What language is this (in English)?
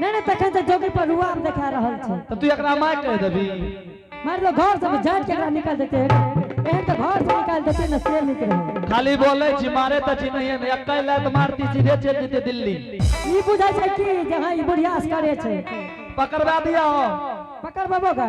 Angika